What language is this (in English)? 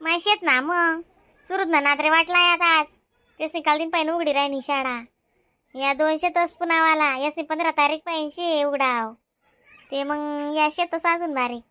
Khandesi